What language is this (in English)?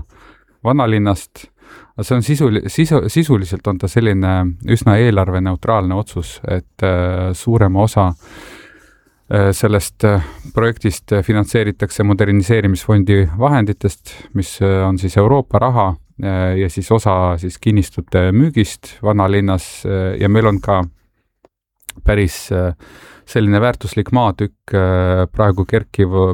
Estonian